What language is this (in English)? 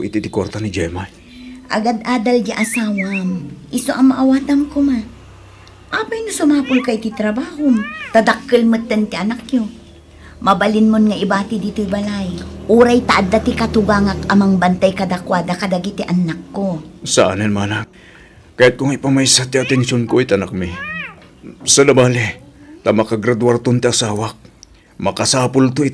Iloko